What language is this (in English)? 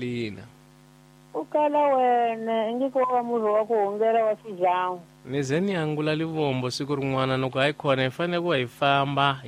Tsonga